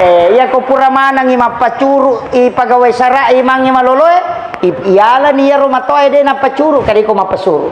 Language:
Buginese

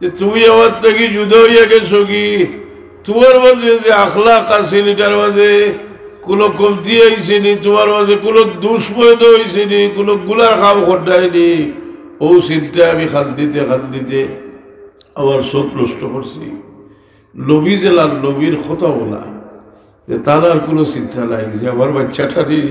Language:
Sylheti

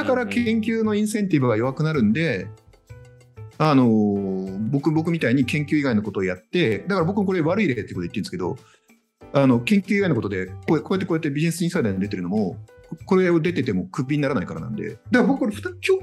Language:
Japanese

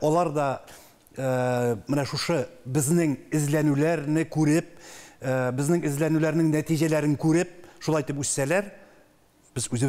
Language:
Tatar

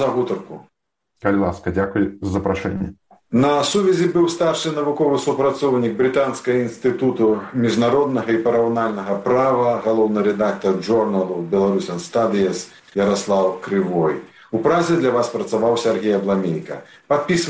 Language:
Belarusian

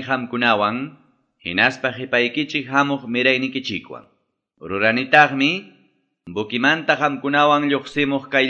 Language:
Quechua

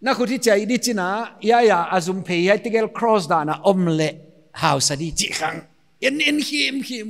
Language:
Paite Chin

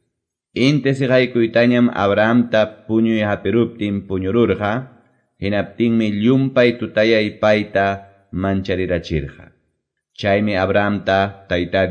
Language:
Quechua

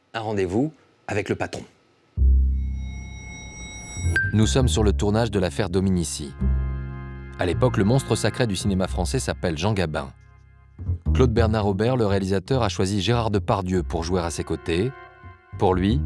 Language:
French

